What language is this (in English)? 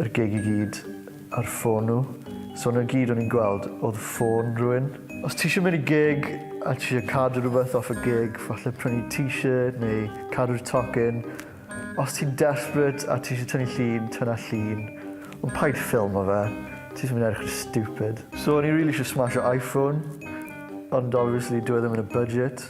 Welsh